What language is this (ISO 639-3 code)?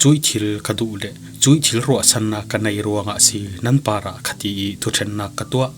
cfm